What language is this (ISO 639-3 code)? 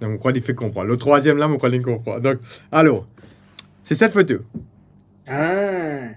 mfe